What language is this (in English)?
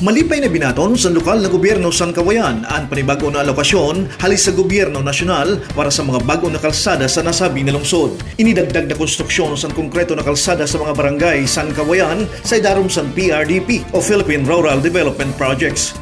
Masbatenyo